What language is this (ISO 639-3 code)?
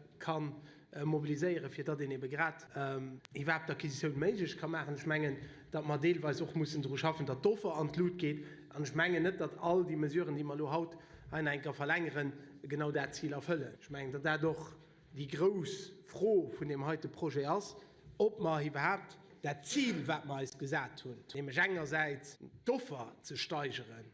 ltz